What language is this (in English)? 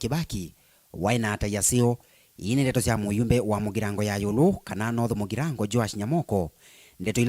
Kamba